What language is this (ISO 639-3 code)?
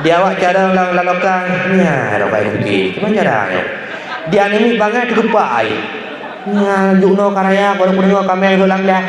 ace